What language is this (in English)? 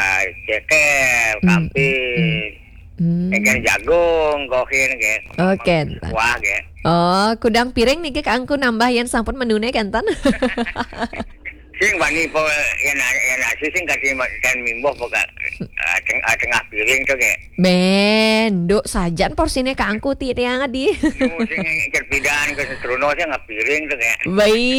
Balinese